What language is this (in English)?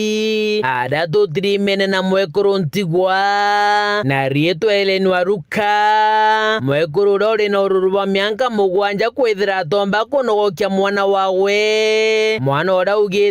Meru